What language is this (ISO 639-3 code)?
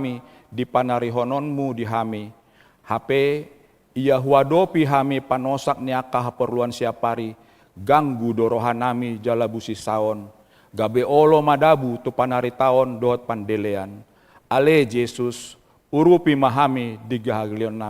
bbc